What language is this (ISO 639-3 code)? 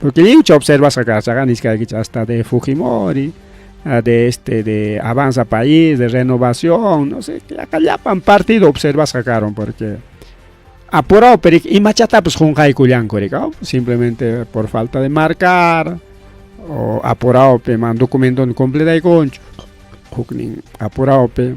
quy